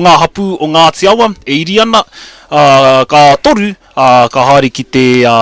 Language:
Māori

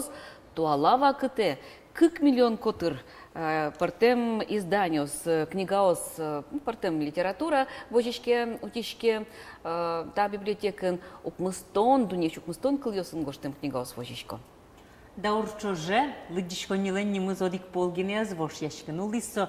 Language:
Udmurt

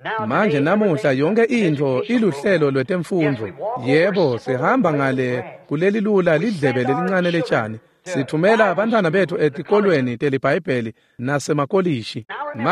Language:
Swati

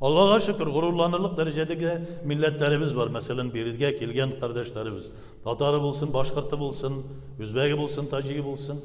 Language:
Tatar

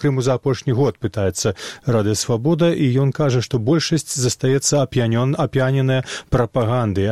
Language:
Belarusian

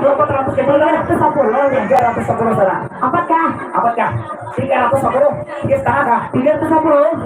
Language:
Banjar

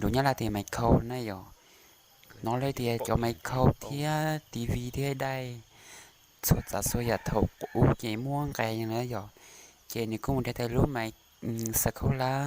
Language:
Hmong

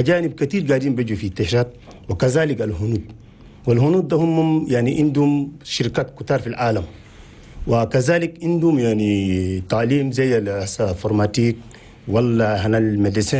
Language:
Chadian Arabic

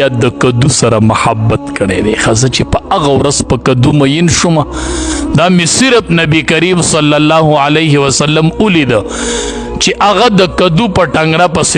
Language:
Pashto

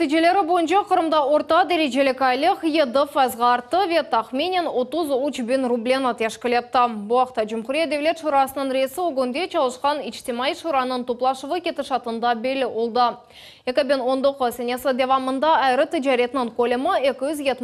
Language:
Crimean Tatar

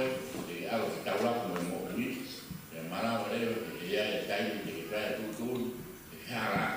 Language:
Tongan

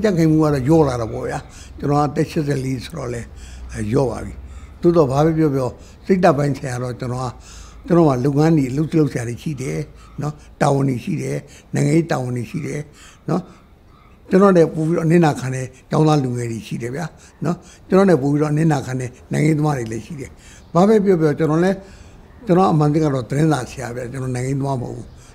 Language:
Burmese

